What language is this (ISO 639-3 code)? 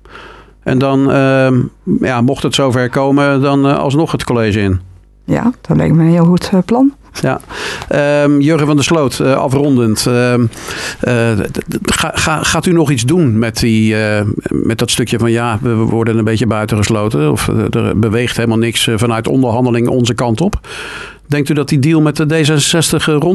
nld